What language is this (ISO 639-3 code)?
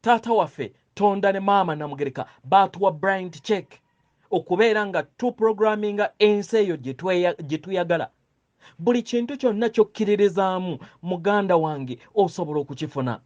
lug